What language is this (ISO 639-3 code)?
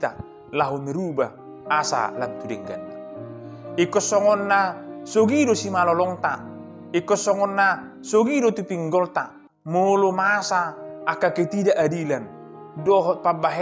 bbc